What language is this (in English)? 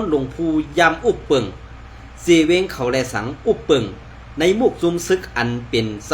Shan